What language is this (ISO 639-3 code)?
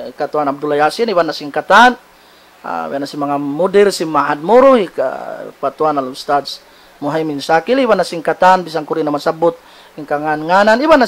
tsg